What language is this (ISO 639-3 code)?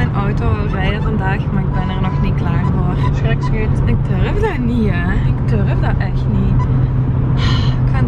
nld